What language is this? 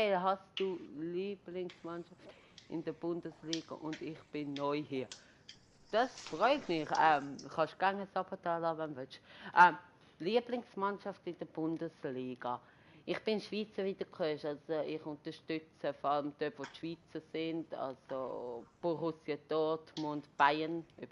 Swiss German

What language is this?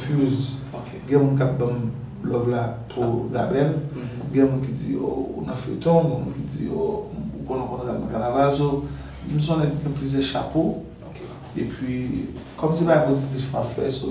Haitian Creole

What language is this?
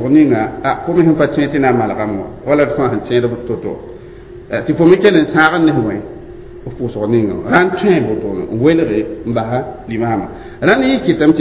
Mossi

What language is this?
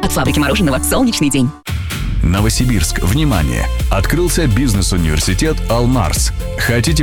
Russian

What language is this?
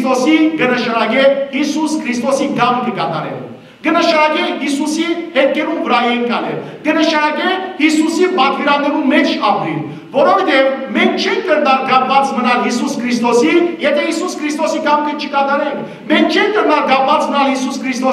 Western Armenian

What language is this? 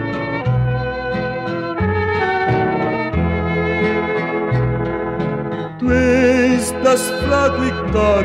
Portuguese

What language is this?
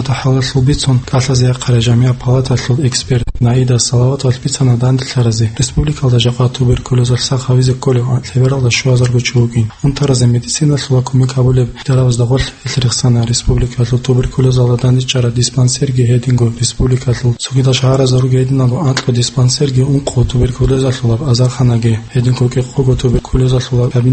Avaric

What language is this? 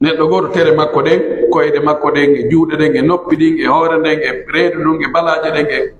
Pular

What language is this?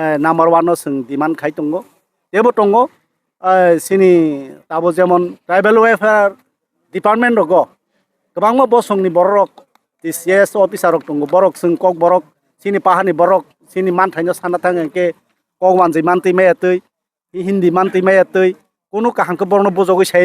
Kok Borok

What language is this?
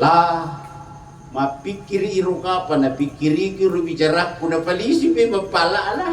Buginese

